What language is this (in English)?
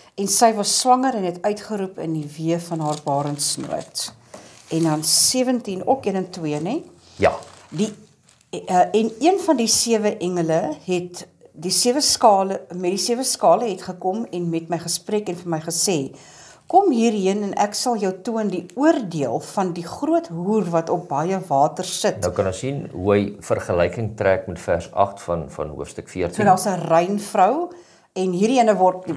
Afrikaans